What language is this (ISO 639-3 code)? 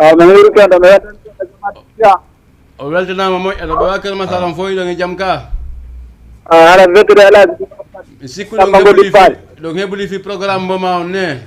ful